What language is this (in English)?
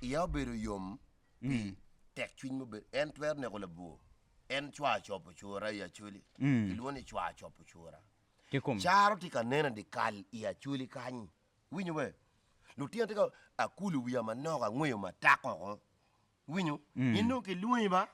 Acoli